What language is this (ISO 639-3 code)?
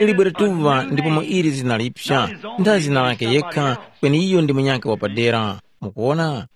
tum